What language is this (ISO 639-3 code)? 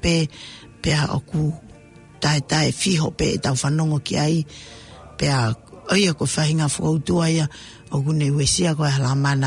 ton